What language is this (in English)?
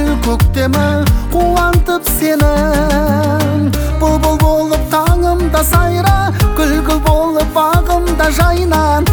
Kazakh